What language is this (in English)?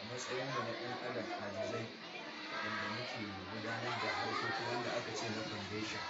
Hausa